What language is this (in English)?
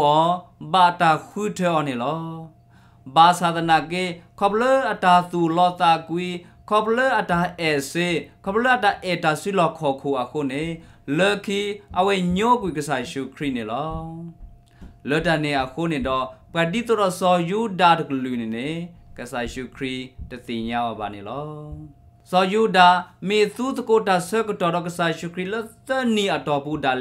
S'gaw Karen